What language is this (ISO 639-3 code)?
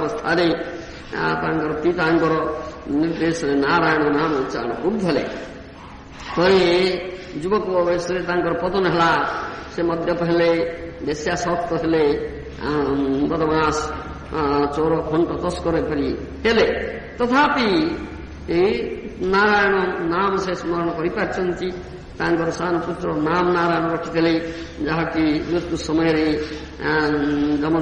ori